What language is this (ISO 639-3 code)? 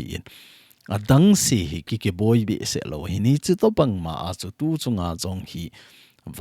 tcz